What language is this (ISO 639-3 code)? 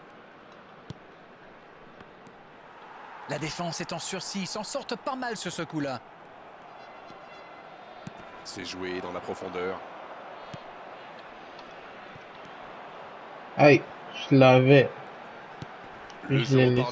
fra